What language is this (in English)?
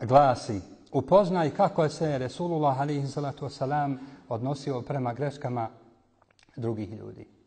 Bosnian